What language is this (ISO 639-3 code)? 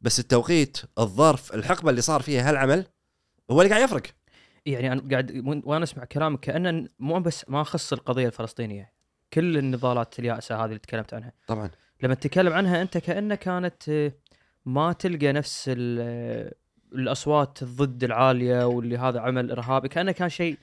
afb